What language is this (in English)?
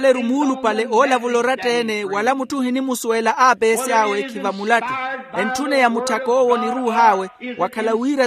Makhuwa